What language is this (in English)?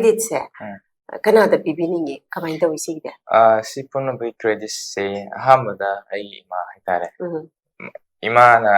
Manipuri